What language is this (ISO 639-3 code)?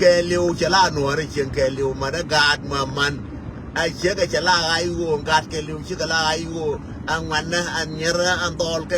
nus